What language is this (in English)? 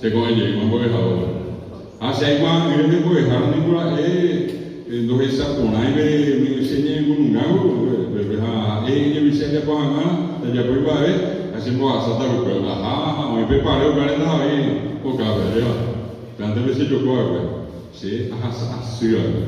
Guarani